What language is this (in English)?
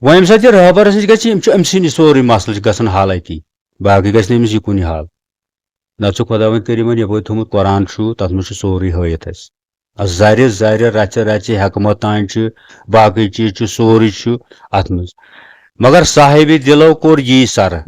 Kashmiri